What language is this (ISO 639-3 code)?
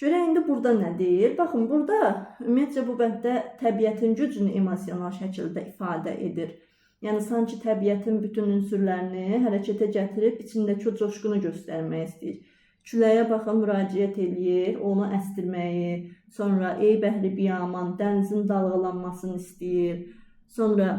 aze